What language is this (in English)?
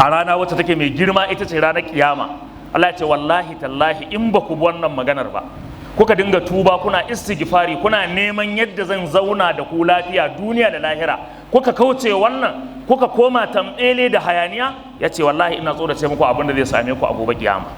Hausa